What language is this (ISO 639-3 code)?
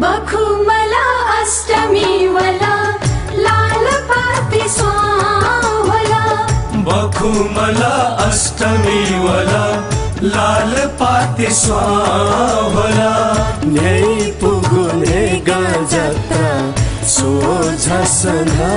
new